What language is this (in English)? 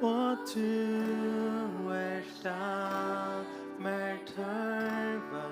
Faroese